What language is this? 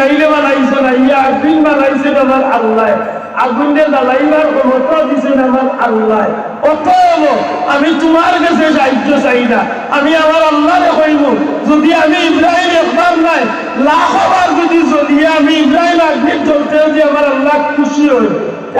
Sylheti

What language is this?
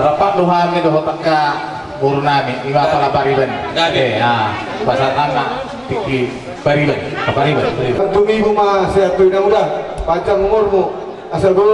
Batak Toba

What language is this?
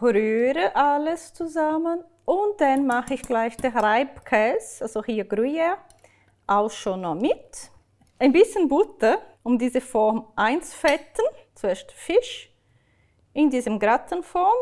Swiss German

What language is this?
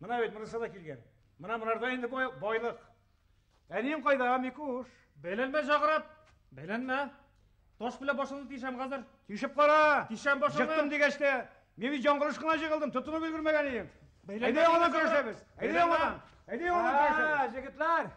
Bashkir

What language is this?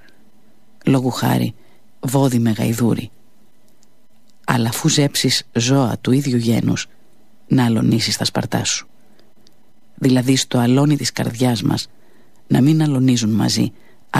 Greek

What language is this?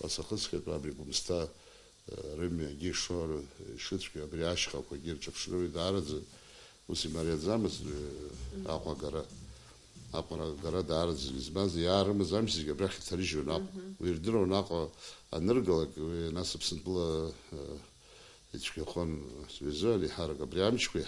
Abkhazian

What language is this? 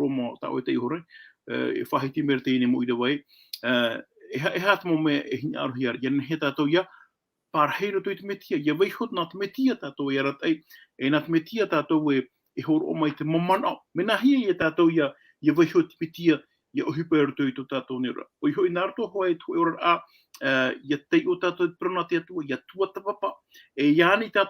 Tahitian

